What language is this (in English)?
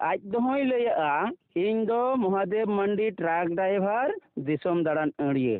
Santali